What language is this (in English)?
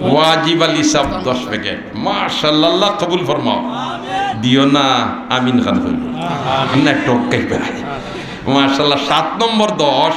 Sylheti